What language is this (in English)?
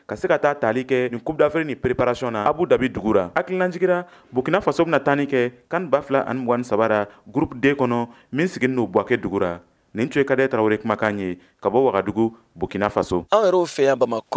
Bambara